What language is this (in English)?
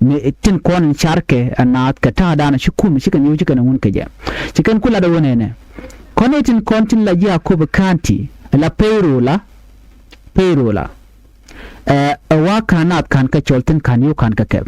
Nuer